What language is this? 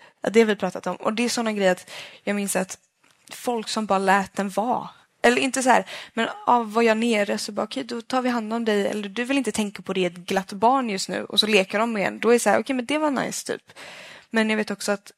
Swedish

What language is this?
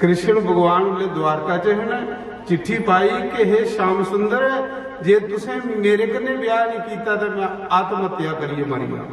Dogri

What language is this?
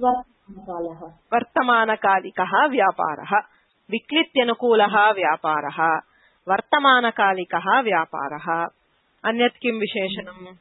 Sanskrit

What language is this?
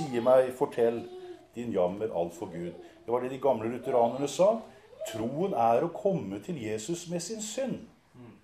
Norwegian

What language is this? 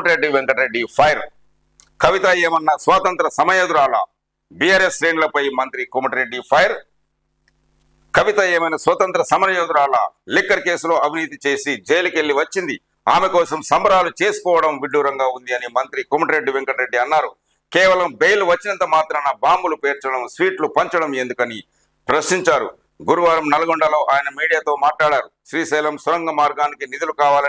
Telugu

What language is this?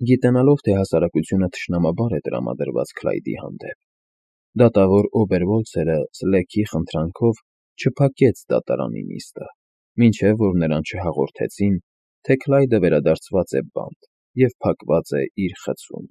Armenian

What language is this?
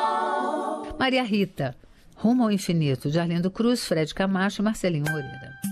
Portuguese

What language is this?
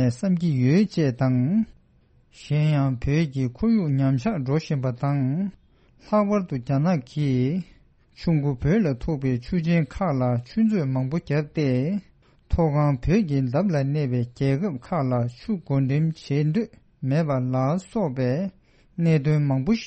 Tibetan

